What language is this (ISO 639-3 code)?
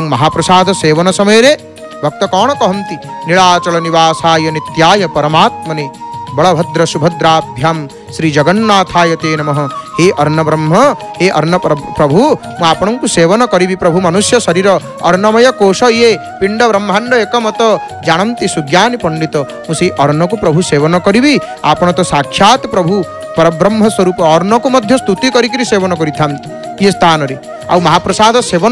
ori